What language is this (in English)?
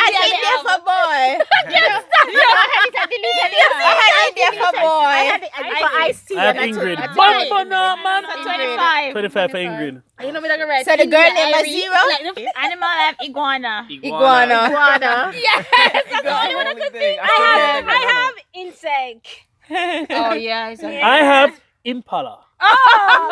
Jamaican Creole English